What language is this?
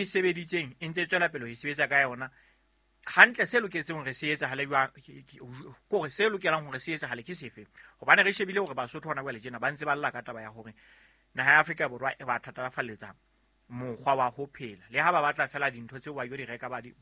Southern Sotho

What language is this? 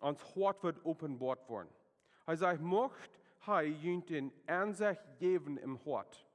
Plautdietsch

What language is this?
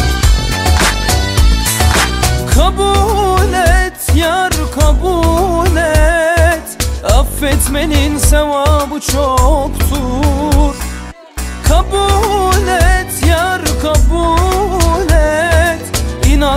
Turkish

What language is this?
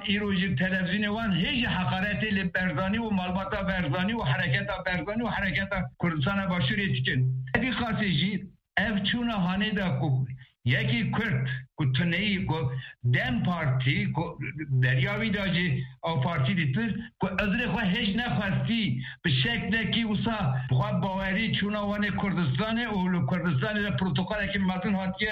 Kurdish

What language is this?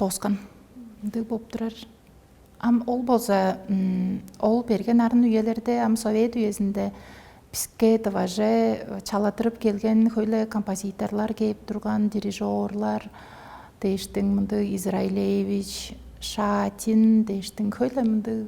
Tuvinian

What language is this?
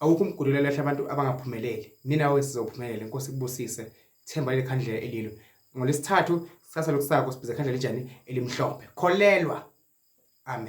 Zulu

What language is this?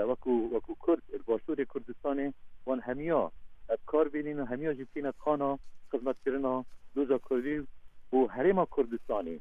Kurdish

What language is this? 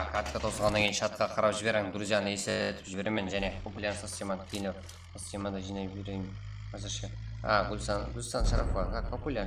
Kara-Kalpak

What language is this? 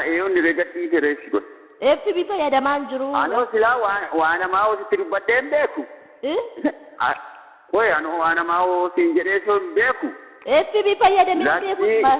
Oromo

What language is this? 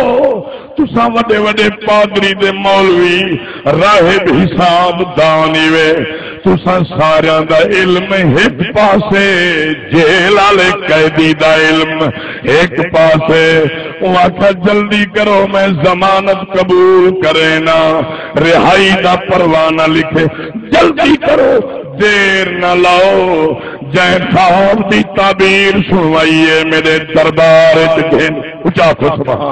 Saraiki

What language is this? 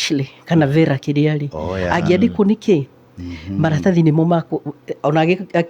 Kikuyu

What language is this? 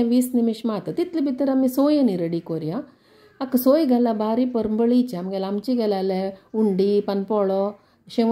Konkani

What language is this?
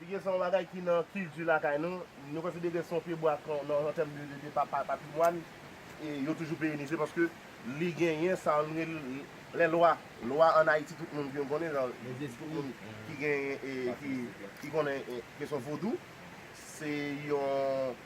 Haitian Creole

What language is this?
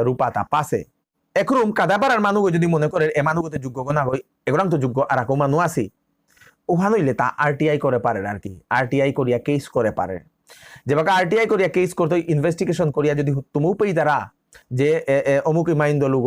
Bishnupriya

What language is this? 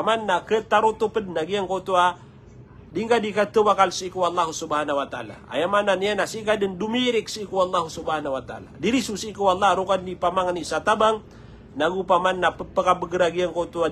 Maranao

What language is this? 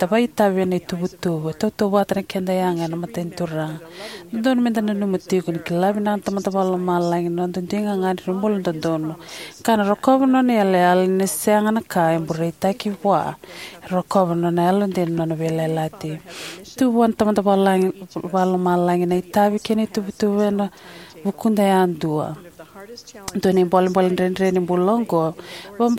Fijian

